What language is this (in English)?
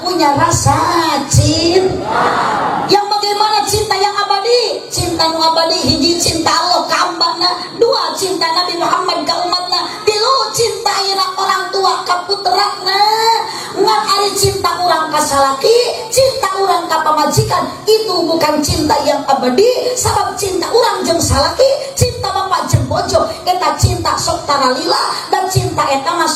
Sundanese